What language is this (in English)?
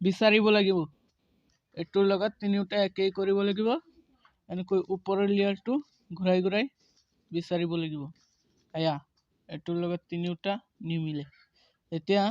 Assamese